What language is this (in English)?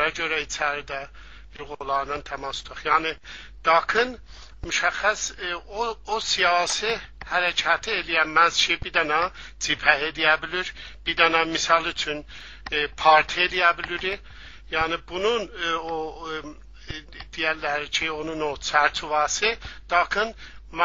Azerbaijani